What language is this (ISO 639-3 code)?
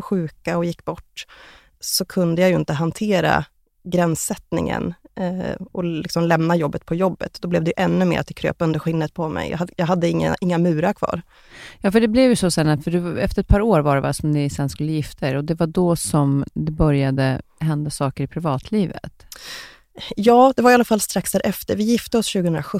swe